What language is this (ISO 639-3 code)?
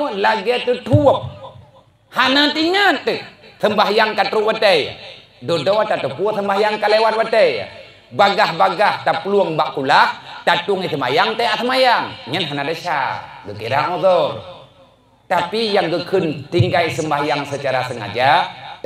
ace